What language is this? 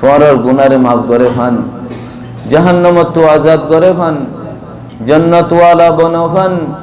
Rohingya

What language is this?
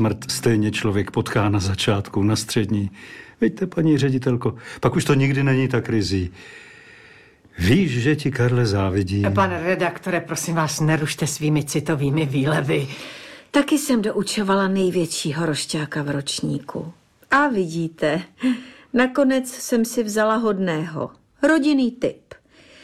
Czech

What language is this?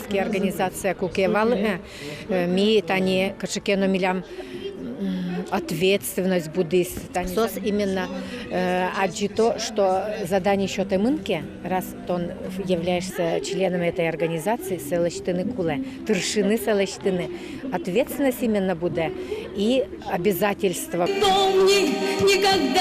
Udmurt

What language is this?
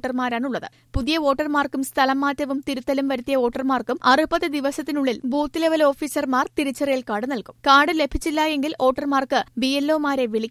Malayalam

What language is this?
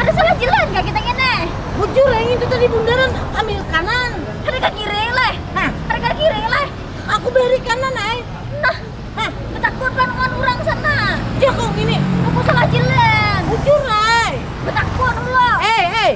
Banjar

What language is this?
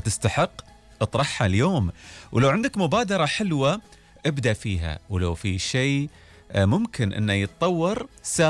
Gulf Arabic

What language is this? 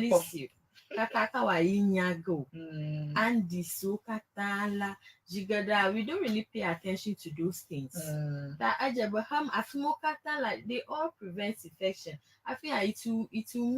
Ewe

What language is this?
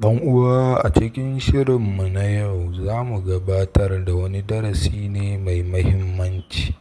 Hausa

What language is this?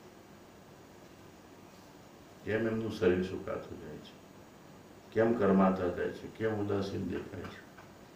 Gujarati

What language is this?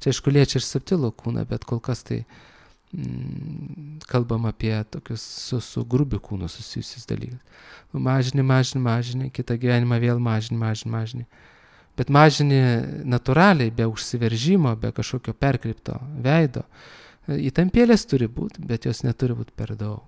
Lithuanian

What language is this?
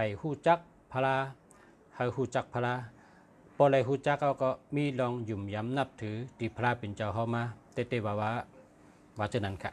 Shan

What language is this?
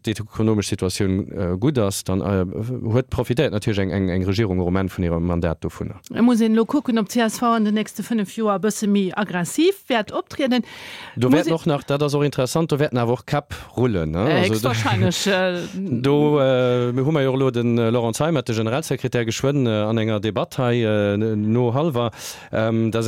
Luxembourgish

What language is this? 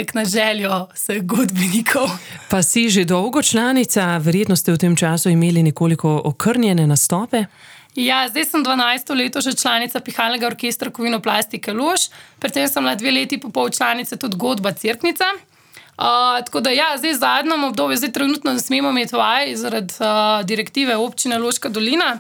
Slovenian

